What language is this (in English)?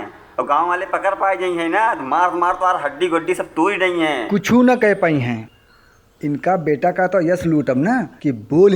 Awadhi